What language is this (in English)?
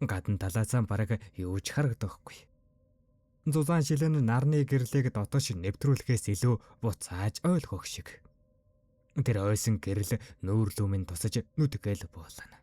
Mongolian